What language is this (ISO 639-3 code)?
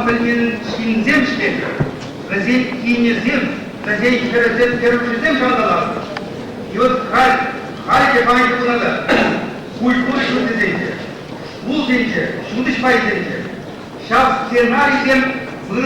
chv